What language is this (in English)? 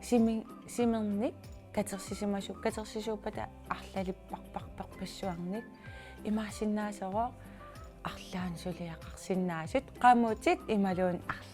Kalaallisut